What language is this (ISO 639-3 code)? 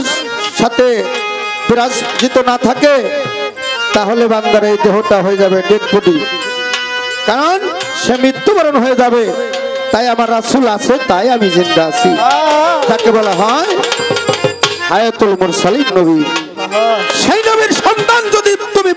ben